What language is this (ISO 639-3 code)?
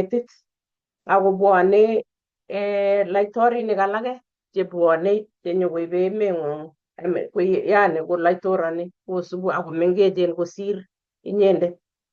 kln